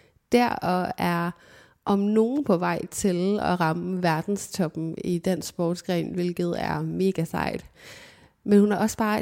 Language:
Danish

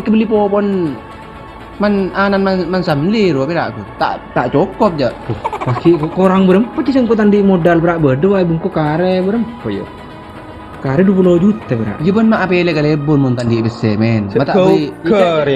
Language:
Madurese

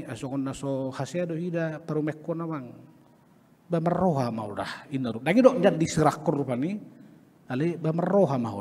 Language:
Batak Toba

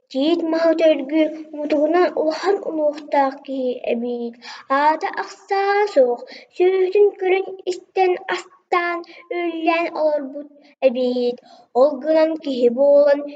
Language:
Yakut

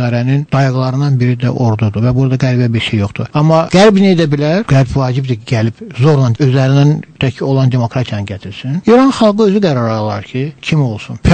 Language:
South Azerbaijani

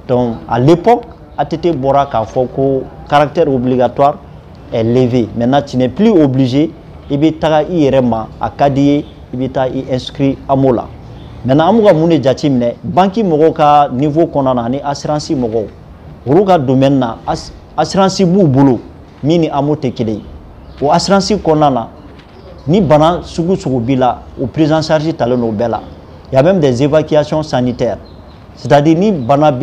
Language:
Bambara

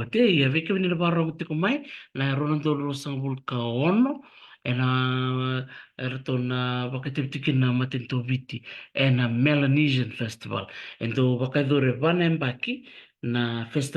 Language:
Fijian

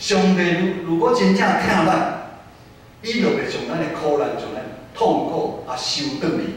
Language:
Min Nan Chinese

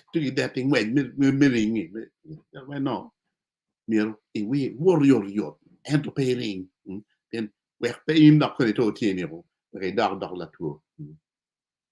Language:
Acoli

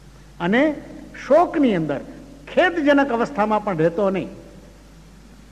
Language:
Gujarati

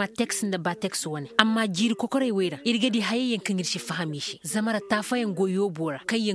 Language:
Koyraboro Senni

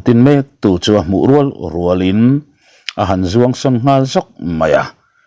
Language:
Mizo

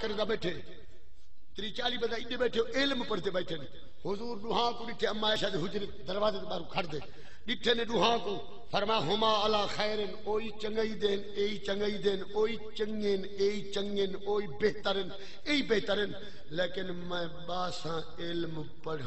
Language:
Saraiki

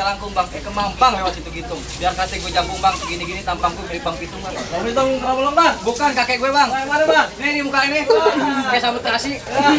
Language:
Betawi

